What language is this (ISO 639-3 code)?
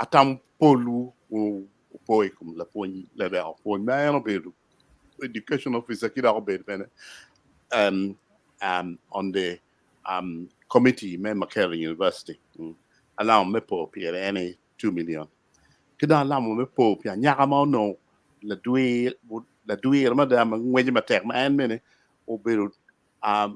ach